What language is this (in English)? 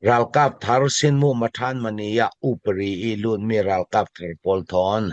Falam Chin